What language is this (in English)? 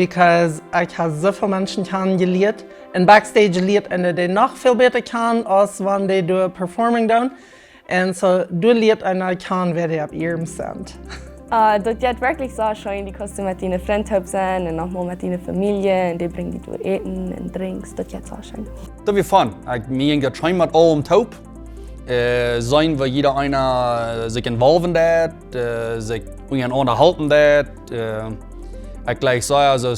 Plautdietsch